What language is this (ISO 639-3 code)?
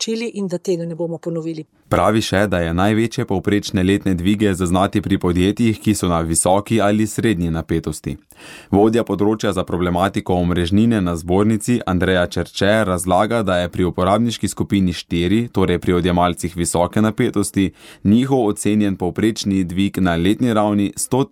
slv